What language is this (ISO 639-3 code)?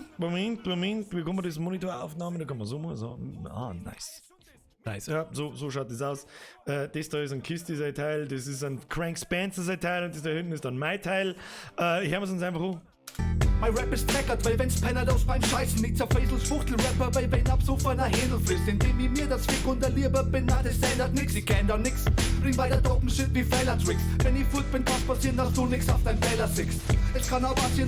bar